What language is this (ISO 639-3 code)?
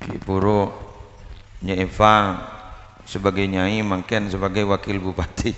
mad